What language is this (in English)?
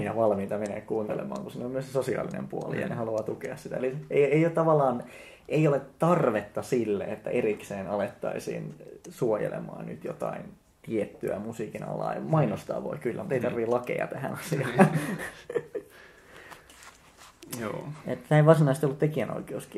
Finnish